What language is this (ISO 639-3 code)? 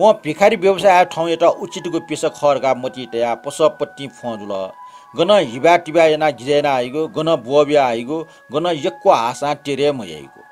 new